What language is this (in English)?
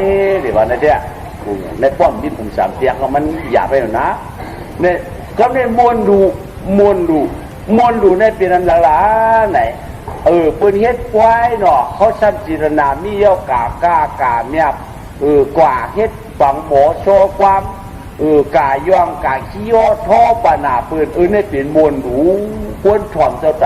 Shan